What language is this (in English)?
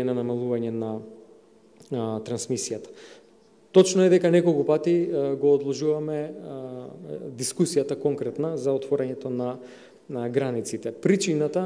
Macedonian